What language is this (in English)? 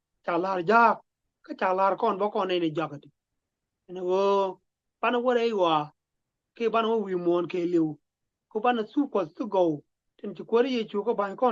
Nuer